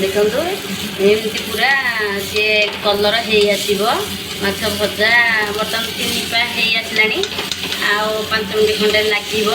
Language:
Odia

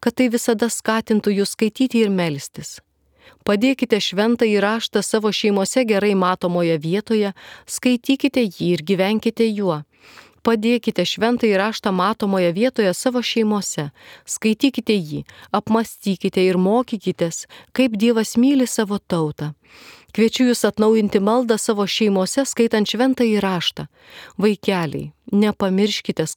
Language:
Lithuanian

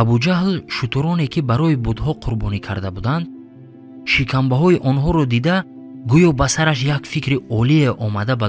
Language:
Tajik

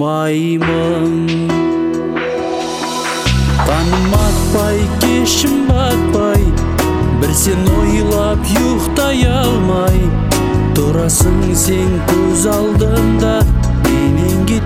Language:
Kazakh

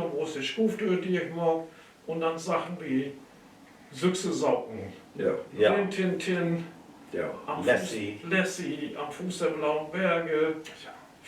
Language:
Low German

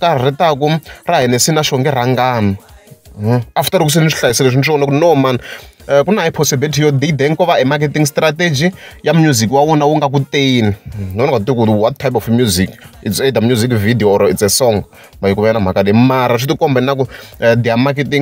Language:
Tsonga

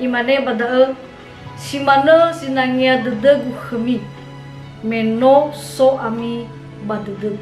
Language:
Nias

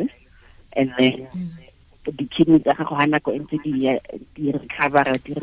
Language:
Tswana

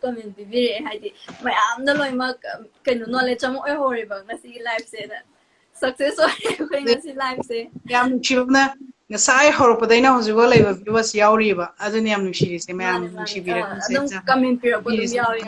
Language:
Manipuri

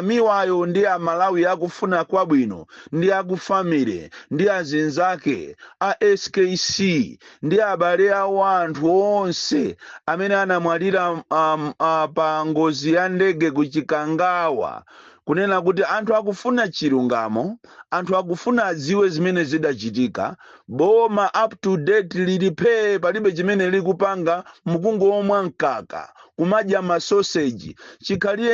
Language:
Nyanja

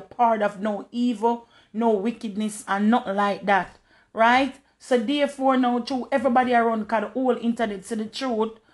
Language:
Jamaican Creole English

